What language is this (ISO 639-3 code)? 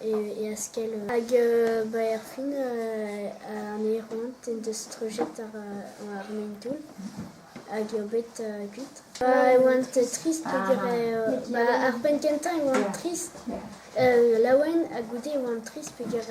bre